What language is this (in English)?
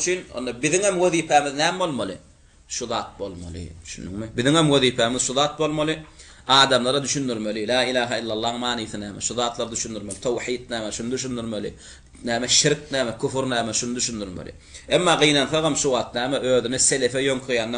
Turkmen